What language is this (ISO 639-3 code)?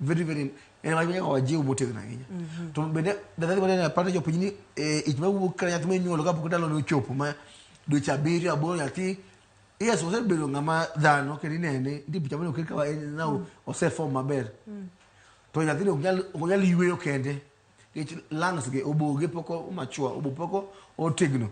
luo